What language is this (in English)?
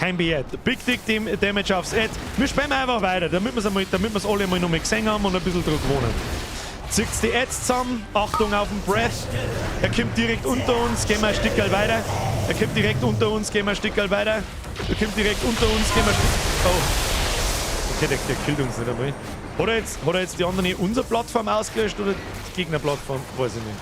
Bavarian